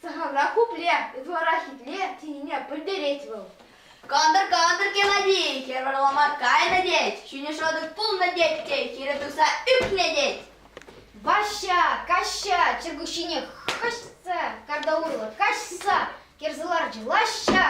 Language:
Chuvash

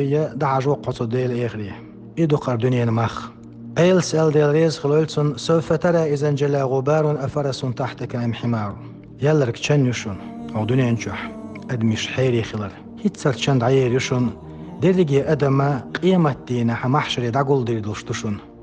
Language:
Chechen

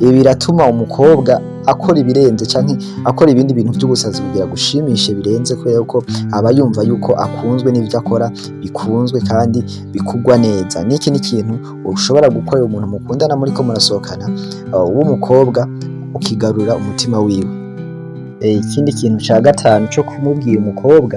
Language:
Rundi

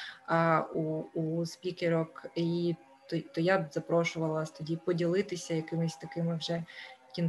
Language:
Ukrainian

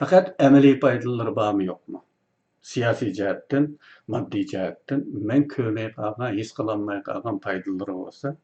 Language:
Uyghur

